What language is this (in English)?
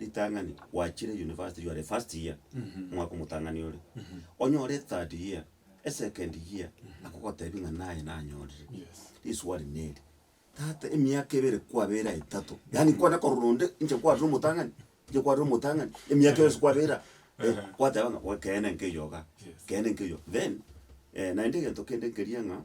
Gusii